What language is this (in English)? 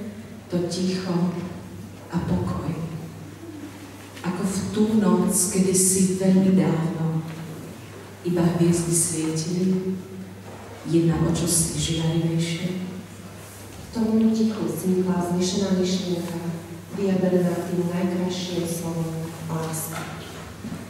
Slovak